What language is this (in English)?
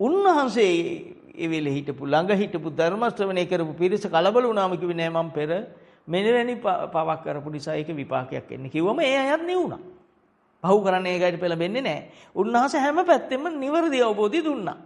Sinhala